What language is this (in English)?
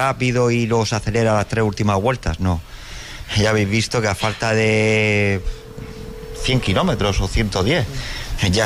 Spanish